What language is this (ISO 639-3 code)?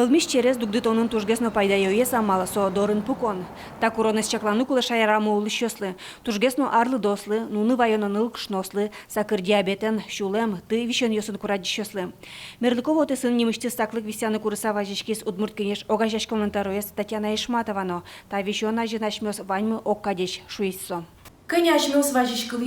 udm